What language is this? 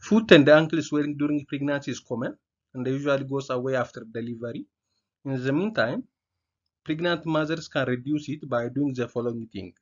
English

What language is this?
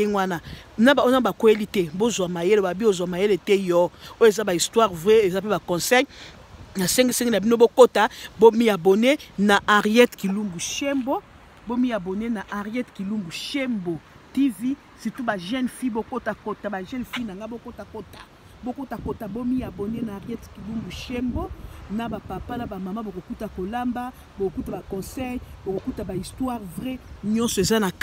Lingala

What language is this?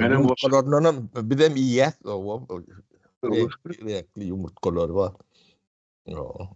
Turkmen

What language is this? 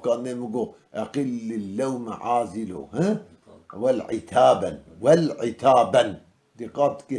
Kurdish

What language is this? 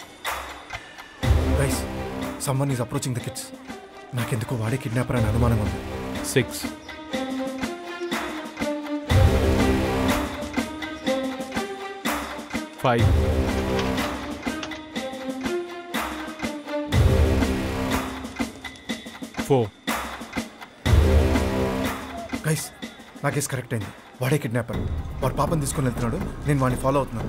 Telugu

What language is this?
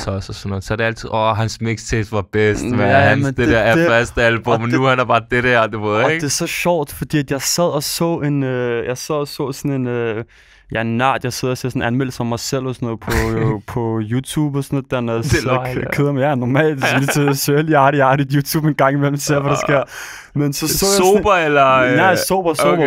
Danish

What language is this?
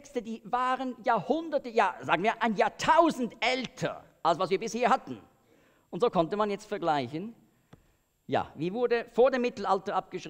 German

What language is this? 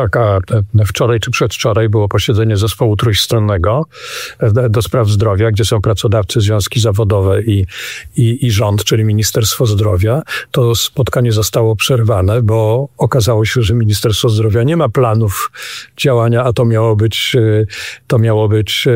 Polish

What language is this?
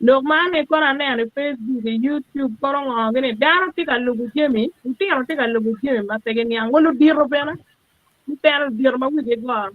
Acoli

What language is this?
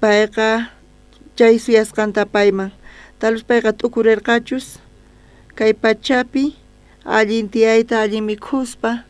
South Bolivian Quechua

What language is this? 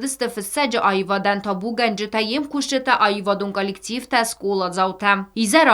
Ossetic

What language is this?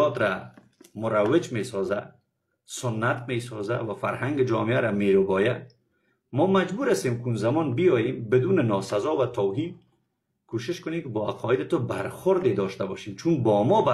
Persian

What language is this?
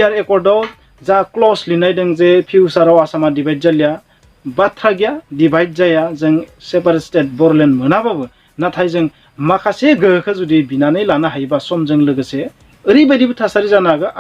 Bodo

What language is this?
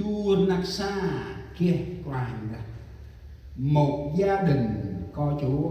Central Mnong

